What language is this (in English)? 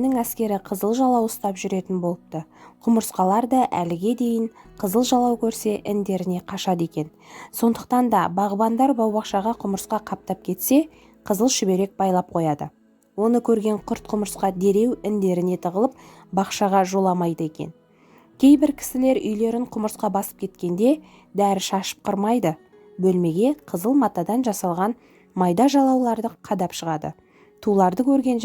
Kazakh